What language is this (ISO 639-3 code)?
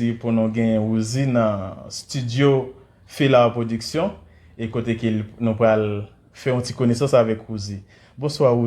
hat